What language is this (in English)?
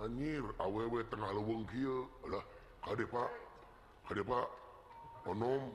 Sundanese